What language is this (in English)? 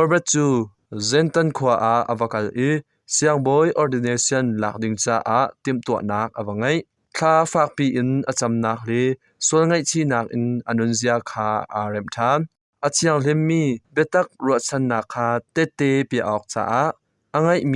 Hakha Chin